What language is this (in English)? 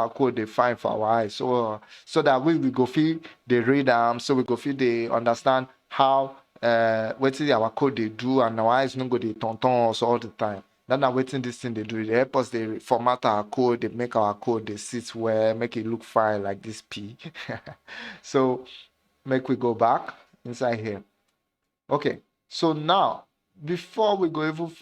Nigerian Pidgin